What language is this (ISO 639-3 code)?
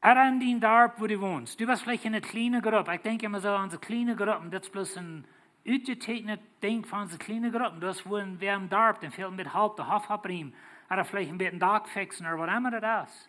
pdt